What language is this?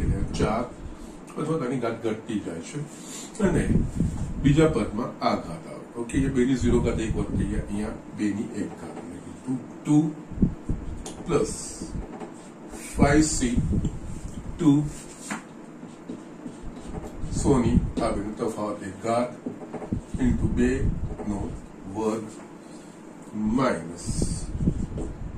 Gujarati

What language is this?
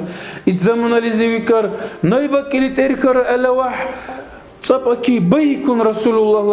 Dargwa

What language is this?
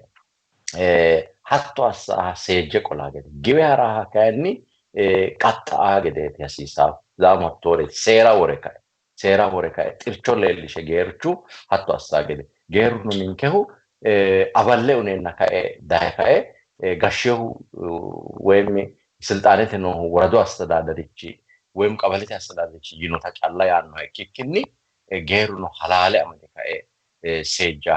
Sidamo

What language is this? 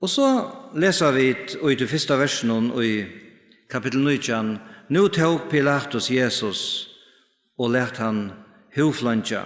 Faroese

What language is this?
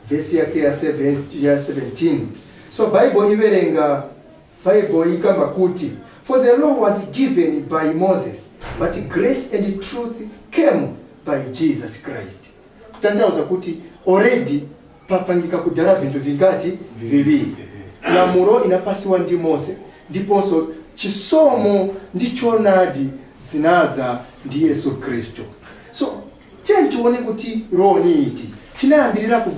Nyanja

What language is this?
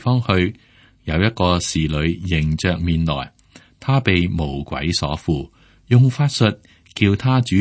Cantonese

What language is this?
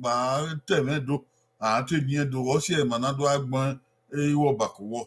Bini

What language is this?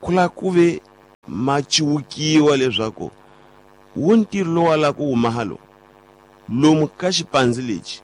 Tsonga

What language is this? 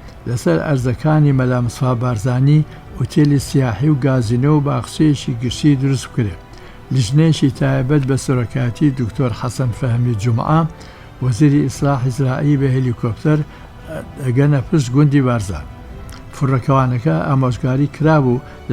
Central Kurdish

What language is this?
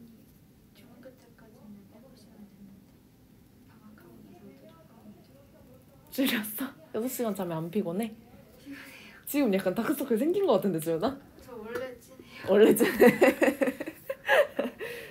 Korean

